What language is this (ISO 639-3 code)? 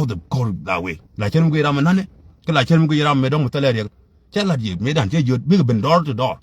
nus